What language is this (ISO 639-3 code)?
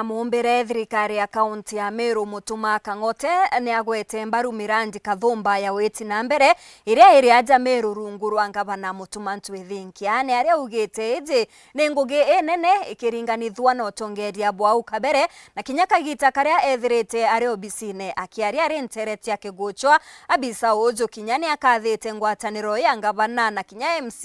mer